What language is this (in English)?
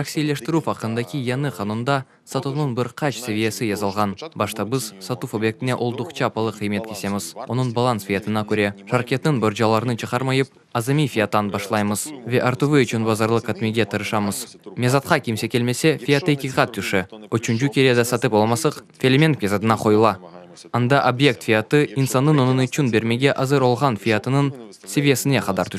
Crimean Tatar